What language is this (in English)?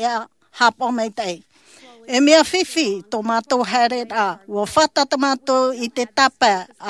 Tahitian